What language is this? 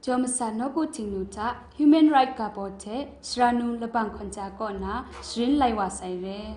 Kachin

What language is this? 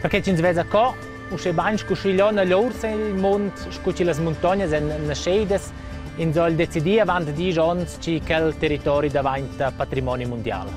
Romansh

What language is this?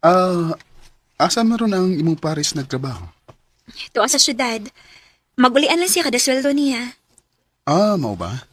Cebuano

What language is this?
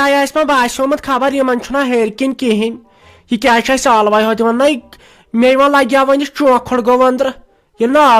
Kashmiri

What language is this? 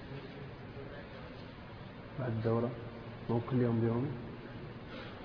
Arabic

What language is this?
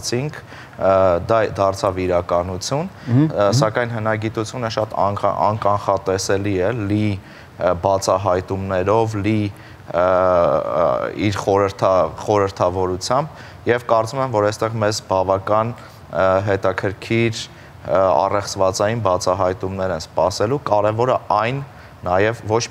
Armenian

